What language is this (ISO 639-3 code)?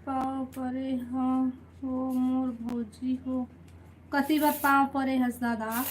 hne